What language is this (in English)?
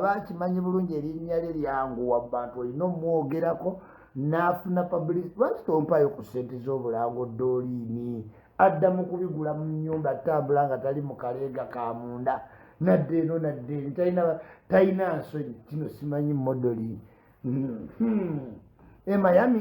Ganda